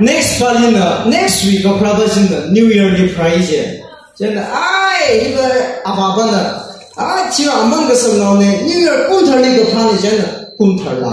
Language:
Tangkhul Naga (India)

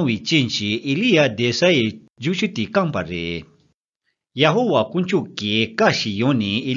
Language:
Tibetan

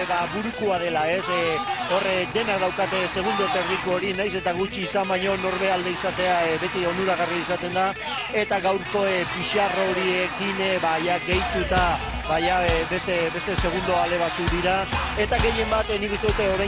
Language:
Basque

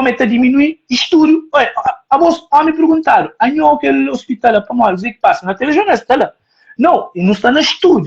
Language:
Kabuverdianu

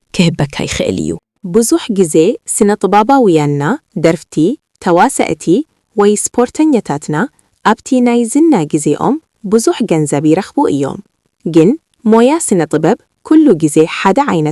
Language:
Tigrinya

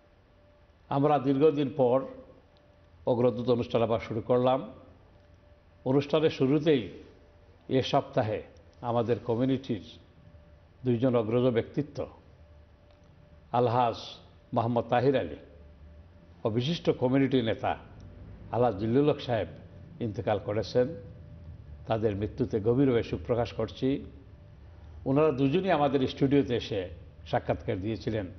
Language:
Bangla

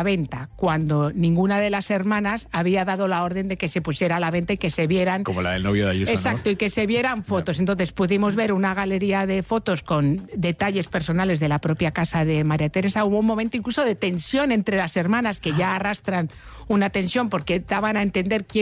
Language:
Spanish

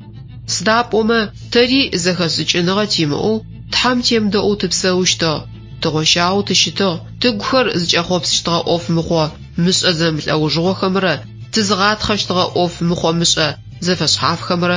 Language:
Adyghe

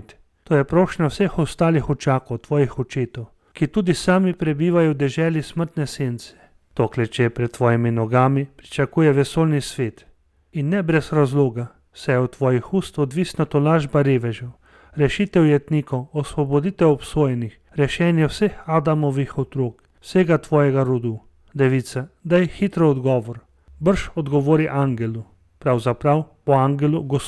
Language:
Slovenian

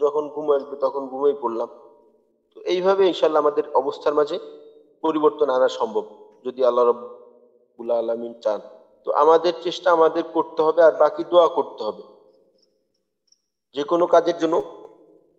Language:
Bangla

